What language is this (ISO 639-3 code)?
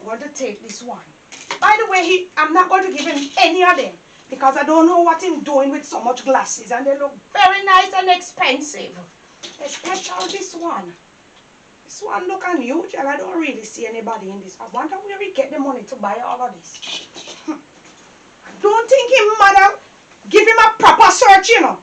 jam